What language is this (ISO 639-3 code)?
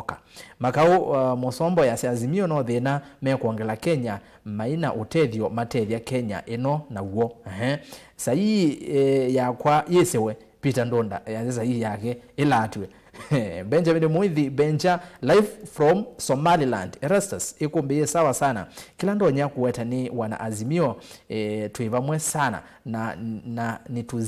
kam